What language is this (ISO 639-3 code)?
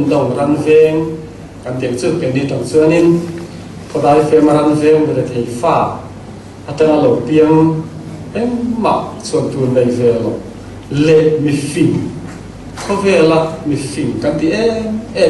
lus